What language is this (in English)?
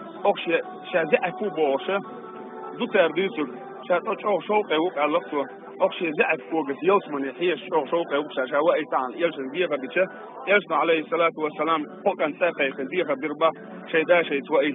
Chechen